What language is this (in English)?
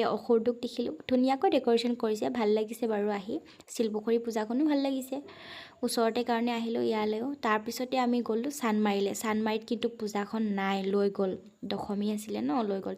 Assamese